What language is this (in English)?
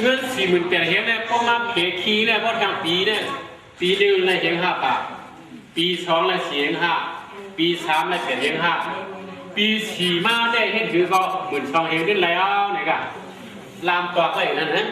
Shan